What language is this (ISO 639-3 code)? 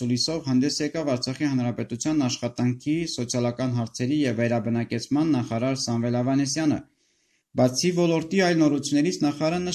hye